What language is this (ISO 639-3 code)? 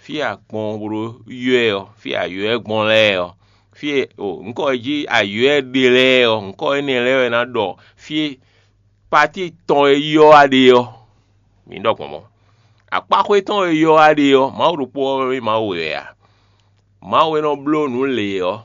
fon